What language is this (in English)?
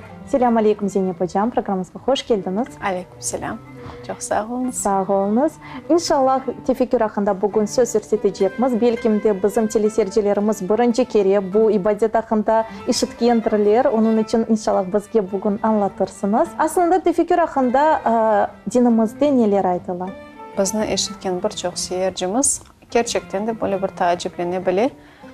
Crimean Tatar